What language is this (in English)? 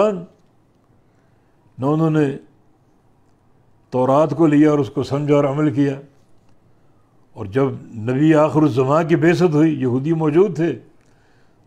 Urdu